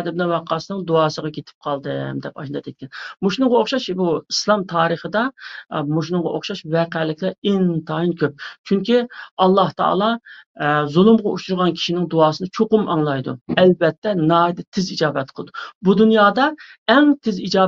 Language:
Uyghur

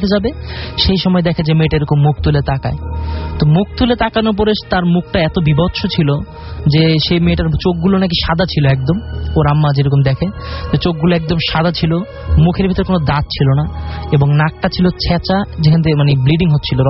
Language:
Bangla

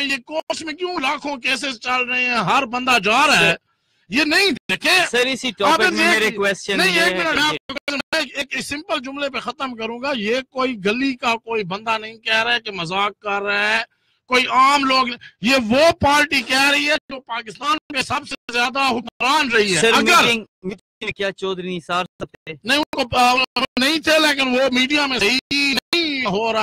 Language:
Urdu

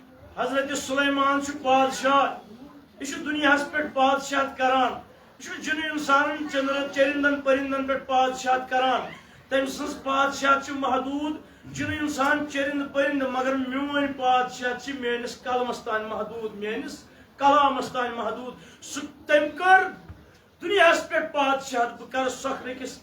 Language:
Kashmiri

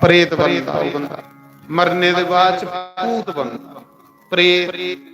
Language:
Dogri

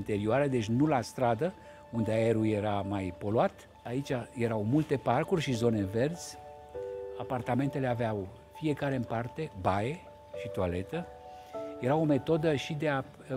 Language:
Romanian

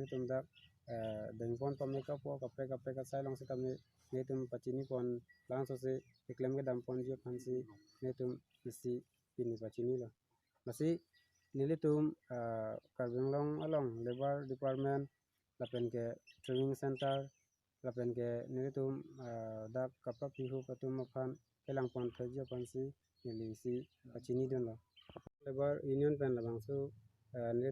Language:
Karbi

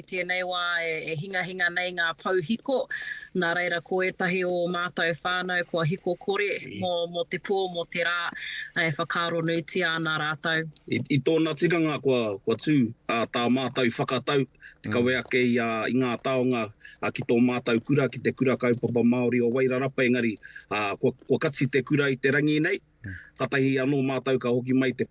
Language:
Māori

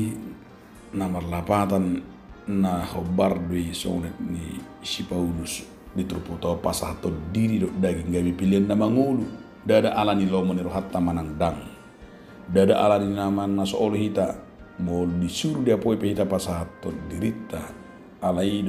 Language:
Batak Toba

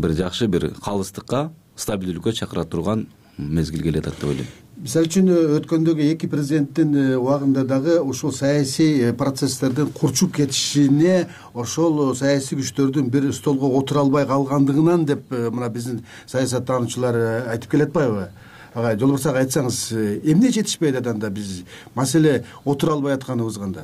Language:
Kyrgyz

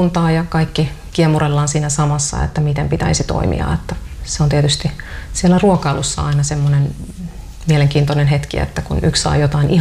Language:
Finnish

